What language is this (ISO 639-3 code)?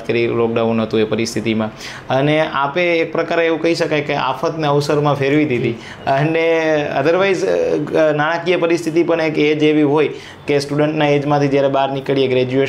guj